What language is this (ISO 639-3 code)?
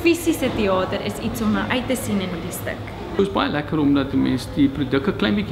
afr